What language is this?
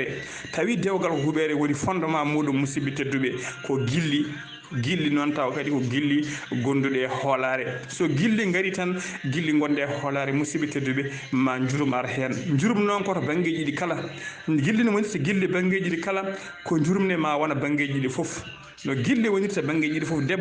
Fula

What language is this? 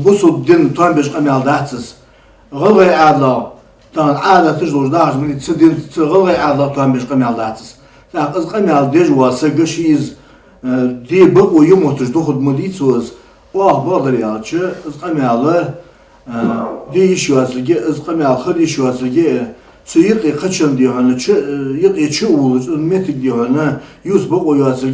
Ingush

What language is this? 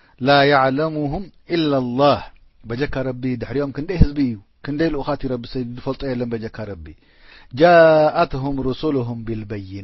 Tigrinya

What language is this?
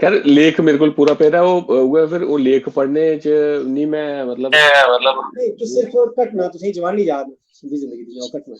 Dogri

